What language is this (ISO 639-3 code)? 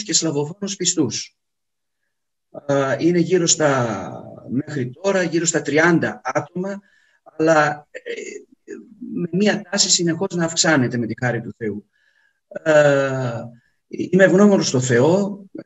ell